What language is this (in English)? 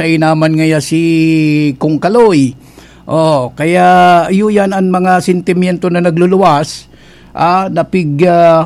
Bikol